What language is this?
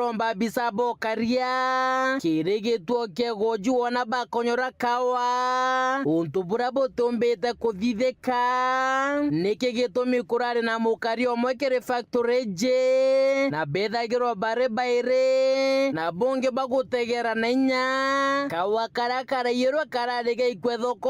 Meru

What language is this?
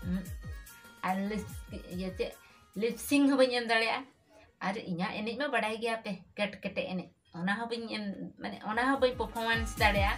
Santali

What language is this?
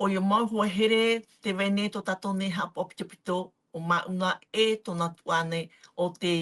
Tahitian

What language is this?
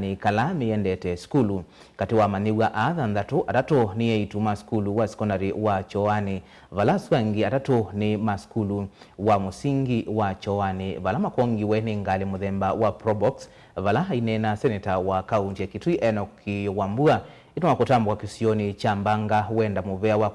Kamba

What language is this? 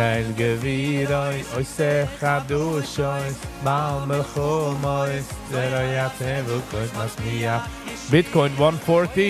Yiddish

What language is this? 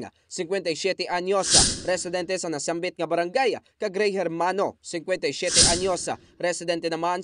Hiligaynon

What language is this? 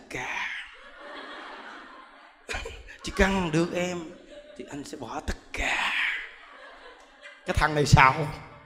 Vietnamese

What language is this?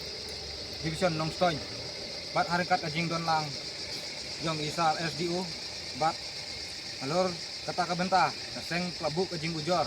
Khasi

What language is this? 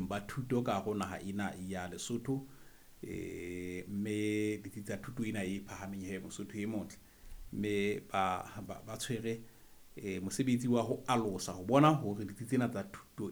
Southern Sotho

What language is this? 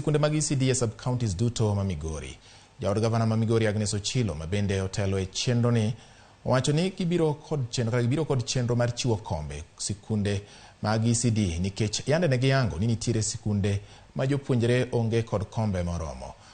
Luo (Kenya and Tanzania)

